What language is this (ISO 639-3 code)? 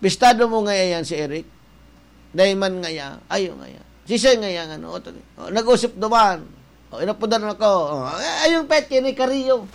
bik